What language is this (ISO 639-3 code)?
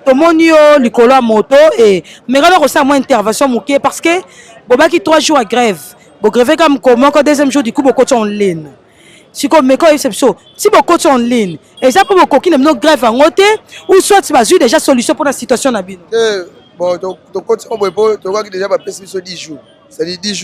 lin